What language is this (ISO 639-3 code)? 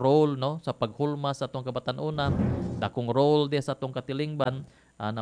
ceb